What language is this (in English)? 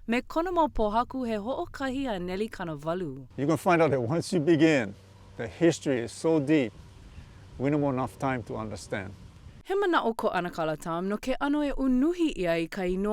Hawaiian